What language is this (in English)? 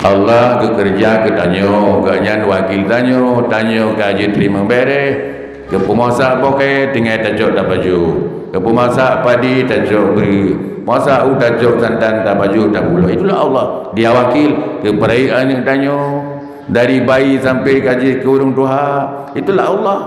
Achinese